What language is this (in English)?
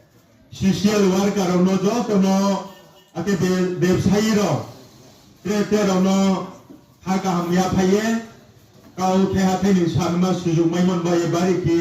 Riang (India)